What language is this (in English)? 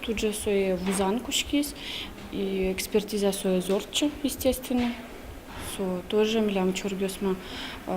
Udmurt